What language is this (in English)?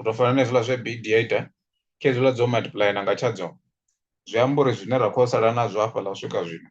Venda